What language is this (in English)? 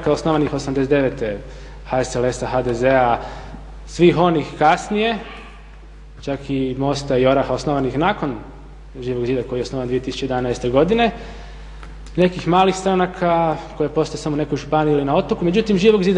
Croatian